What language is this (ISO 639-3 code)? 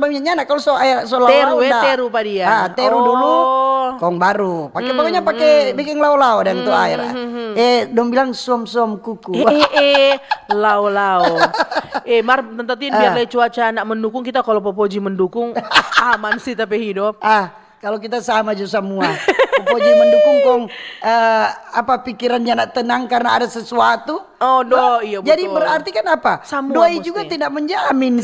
xmm